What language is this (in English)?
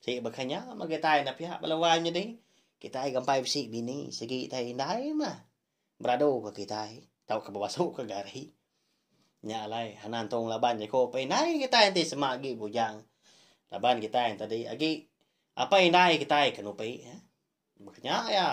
Iban